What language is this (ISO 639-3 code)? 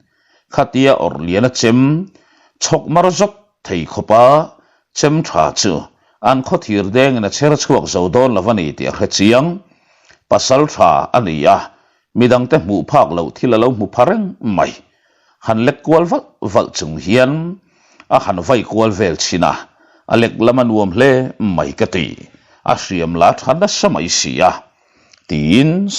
lus